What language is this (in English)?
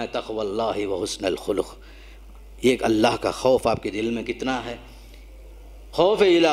Urdu